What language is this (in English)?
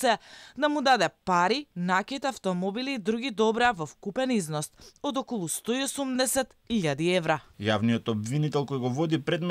Macedonian